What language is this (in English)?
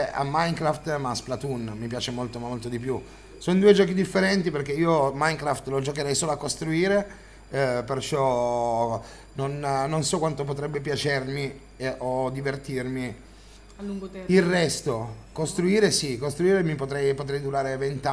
Italian